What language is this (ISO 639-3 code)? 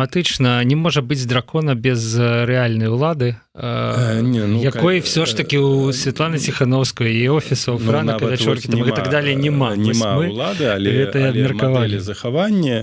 bel